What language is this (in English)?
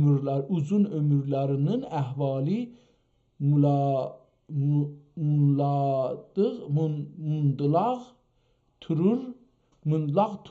South Azerbaijani